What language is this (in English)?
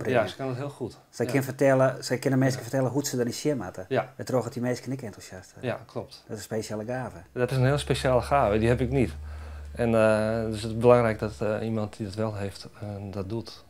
Western Frisian